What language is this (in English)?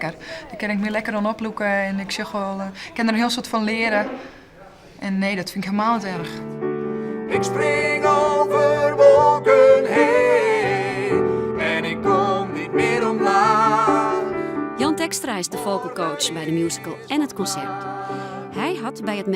Western Frisian